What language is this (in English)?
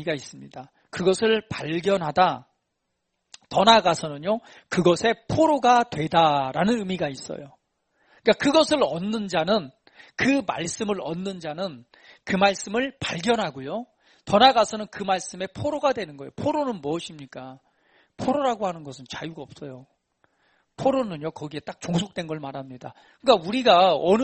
Korean